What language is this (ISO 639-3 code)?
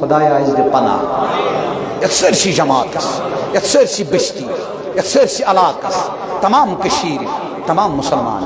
kas